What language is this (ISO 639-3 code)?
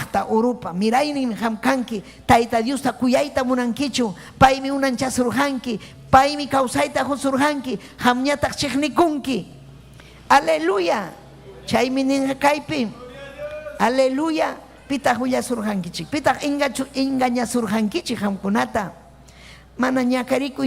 quy